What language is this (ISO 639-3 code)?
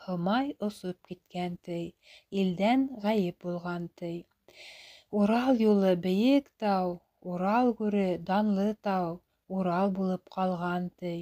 bak